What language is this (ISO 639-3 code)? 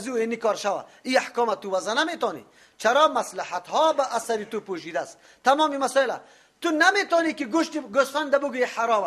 fas